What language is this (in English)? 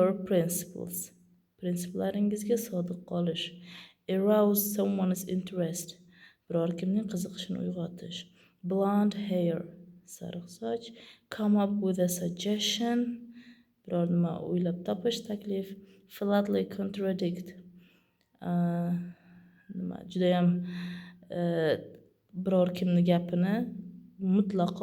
Uzbek